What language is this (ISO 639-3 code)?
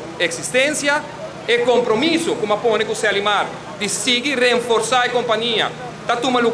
pap